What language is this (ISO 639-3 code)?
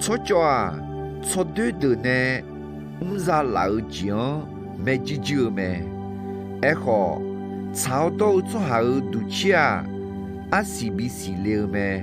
ahk